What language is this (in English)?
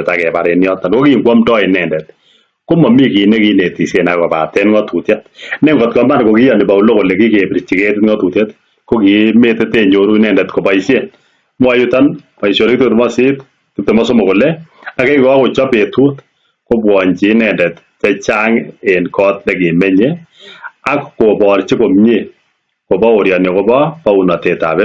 Kalenjin